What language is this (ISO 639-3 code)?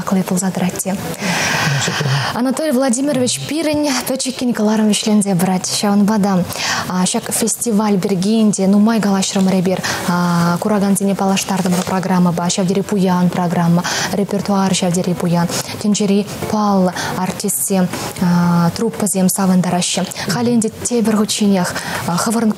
chv